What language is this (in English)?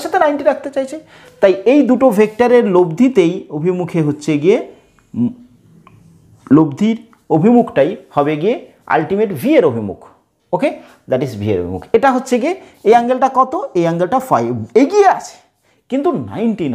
Bangla